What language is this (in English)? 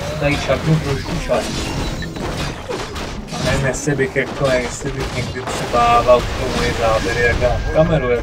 Czech